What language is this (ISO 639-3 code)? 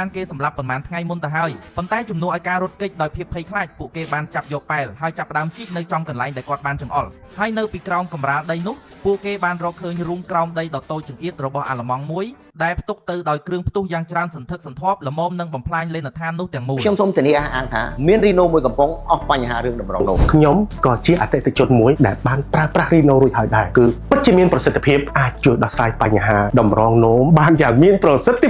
khm